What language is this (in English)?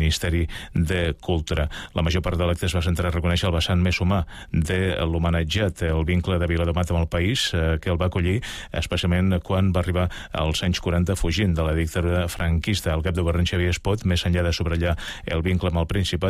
Catalan